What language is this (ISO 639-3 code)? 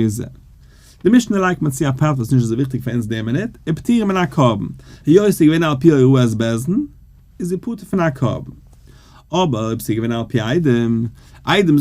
yid